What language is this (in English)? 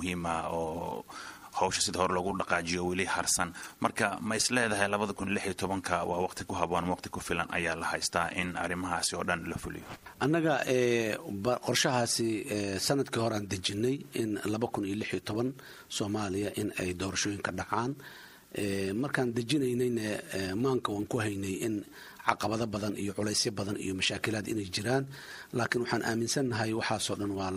Somali